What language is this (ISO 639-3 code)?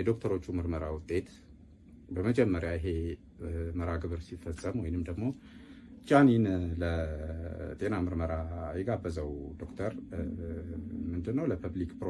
amh